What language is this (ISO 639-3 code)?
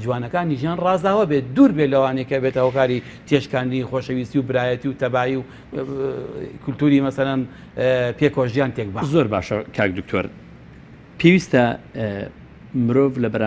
ckb